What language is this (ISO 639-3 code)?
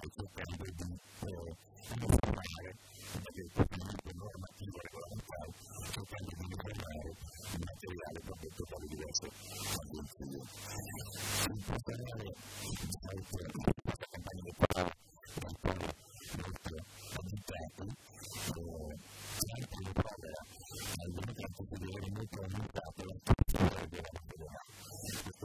ita